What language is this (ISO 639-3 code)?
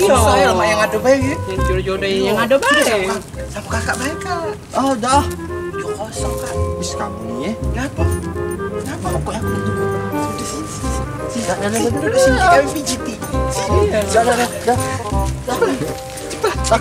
mui